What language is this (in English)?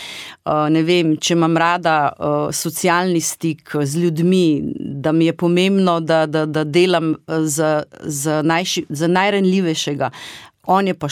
Slovenian